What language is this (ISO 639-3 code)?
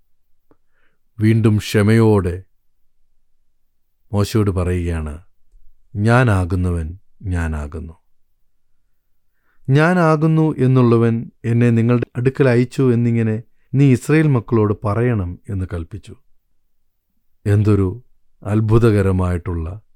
mal